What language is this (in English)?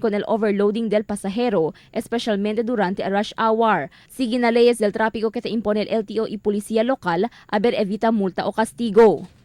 Chavacano